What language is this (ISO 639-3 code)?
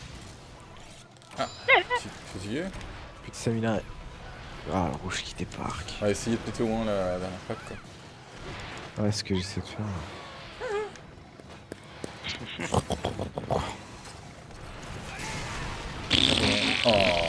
fra